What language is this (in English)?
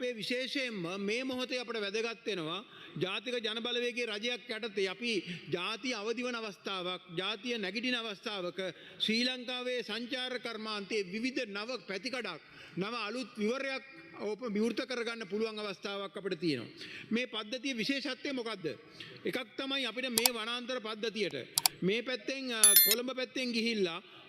Sinhala